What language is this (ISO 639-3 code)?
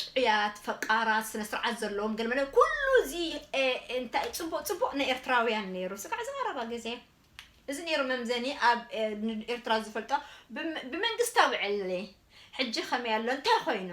tir